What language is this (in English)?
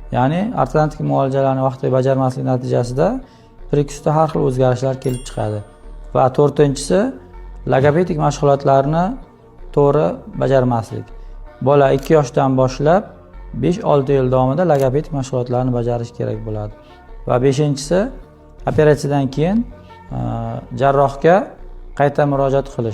Uzbek